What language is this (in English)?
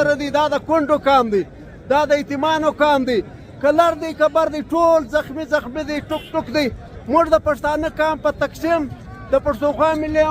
Pashto